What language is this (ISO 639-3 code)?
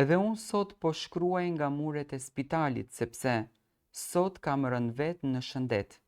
sqi